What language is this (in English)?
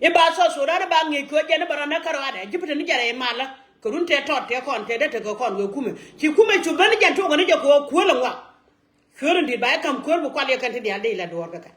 Nuer